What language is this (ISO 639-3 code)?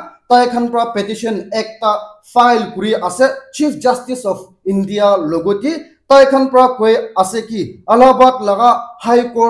nag